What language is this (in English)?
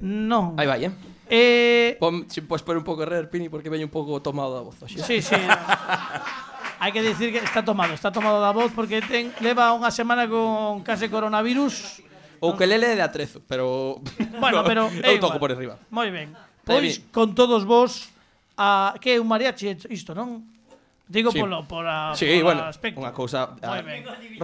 Galician